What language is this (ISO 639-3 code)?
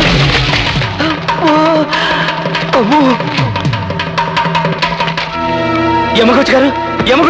tel